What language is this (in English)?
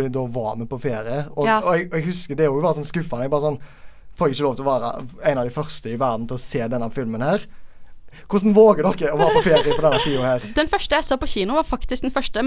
Norwegian